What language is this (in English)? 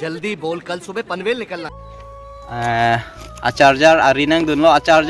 Karbi